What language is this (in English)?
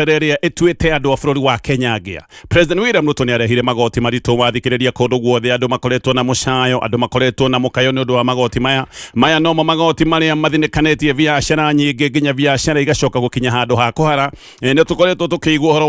Kikuyu